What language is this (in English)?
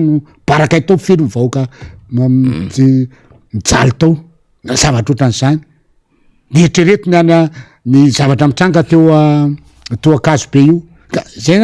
Malagasy